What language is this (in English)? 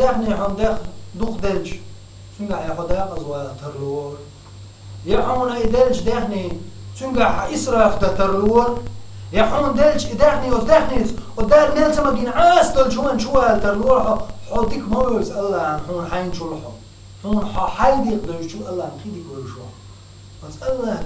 Chechen